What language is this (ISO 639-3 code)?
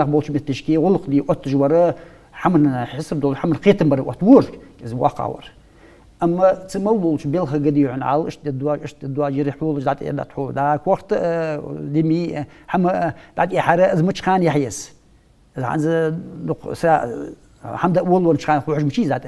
inh